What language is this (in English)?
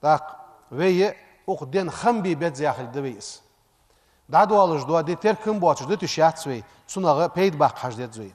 Ingush